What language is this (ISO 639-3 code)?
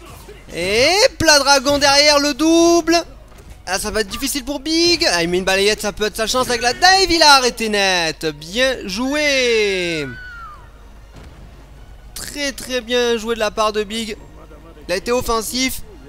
fra